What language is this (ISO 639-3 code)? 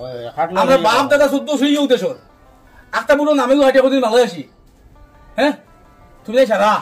syl